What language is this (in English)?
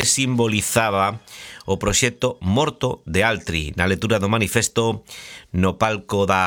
Galician